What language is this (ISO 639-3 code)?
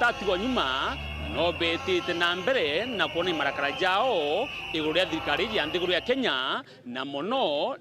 mer